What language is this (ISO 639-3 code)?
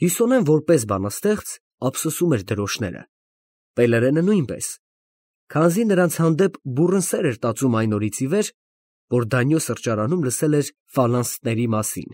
hye